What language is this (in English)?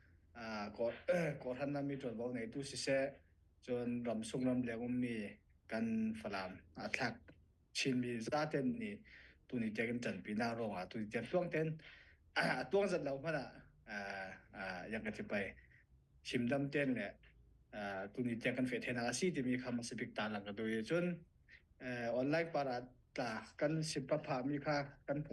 Falam Chin